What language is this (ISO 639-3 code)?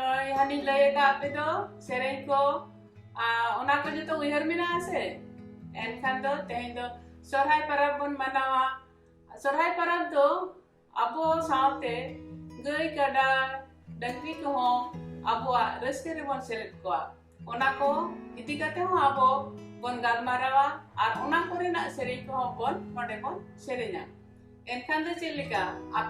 sat